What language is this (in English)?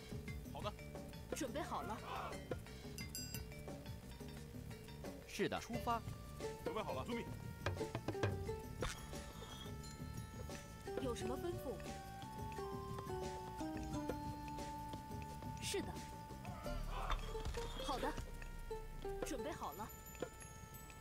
Chinese